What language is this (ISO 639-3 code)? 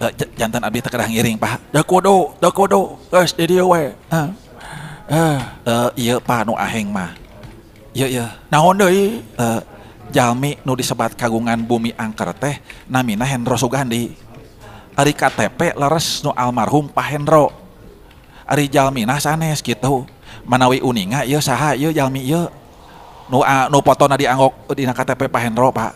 sun